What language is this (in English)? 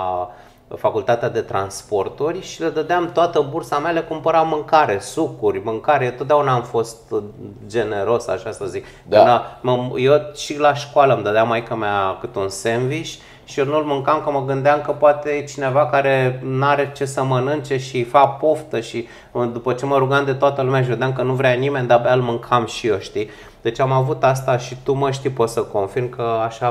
Romanian